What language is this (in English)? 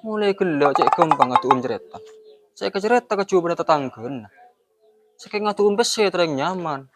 Madurese